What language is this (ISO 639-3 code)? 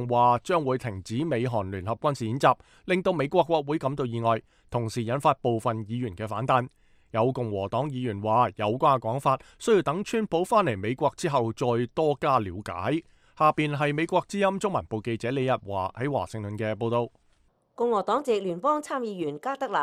yue